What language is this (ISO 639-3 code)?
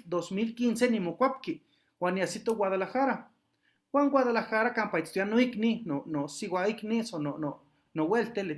nhe